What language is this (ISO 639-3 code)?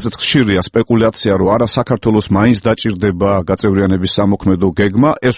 kat